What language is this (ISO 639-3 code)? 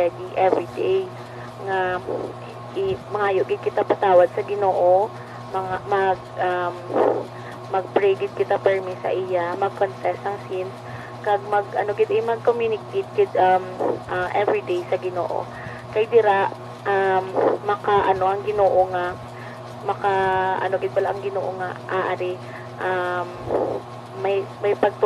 hil